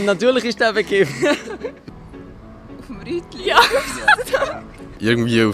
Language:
Swiss German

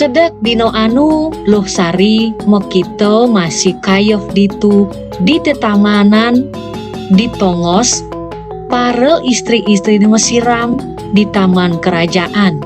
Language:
Balinese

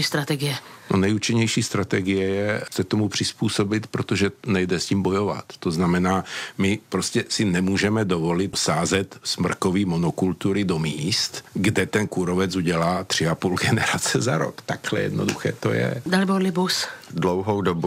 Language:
Czech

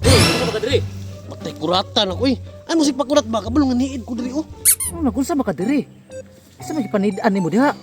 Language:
Cebuano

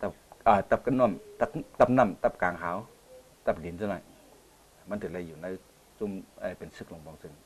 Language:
Shan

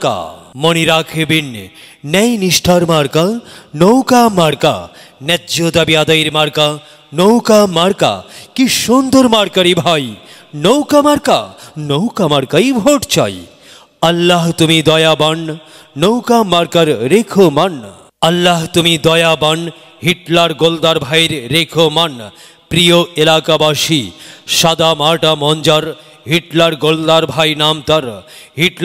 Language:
Bangla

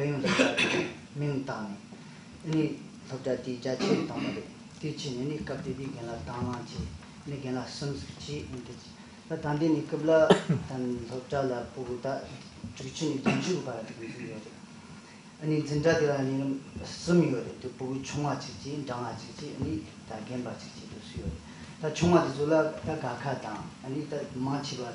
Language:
Tibetan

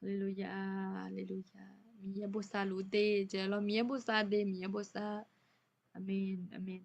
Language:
Akha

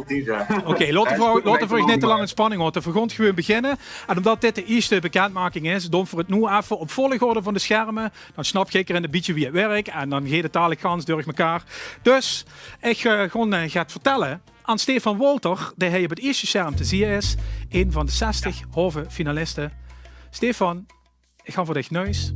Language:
Limburgish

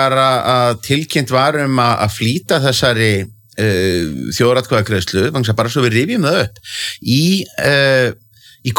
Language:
Icelandic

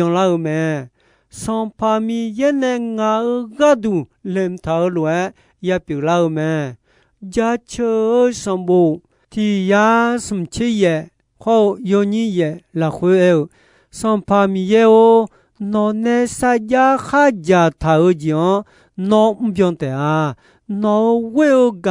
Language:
Akha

